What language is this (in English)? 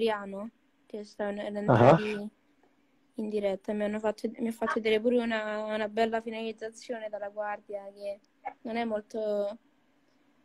Italian